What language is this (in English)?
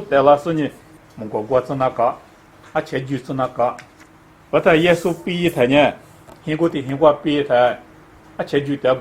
Lisu